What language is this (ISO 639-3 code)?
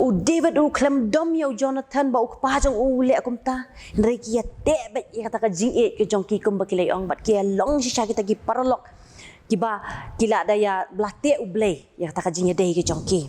kha